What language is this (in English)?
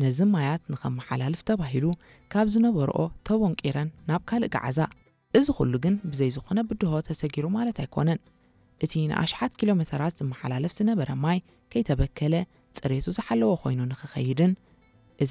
Tigrinya